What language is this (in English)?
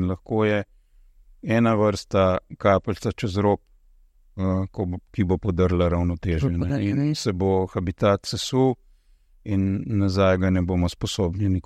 Slovenian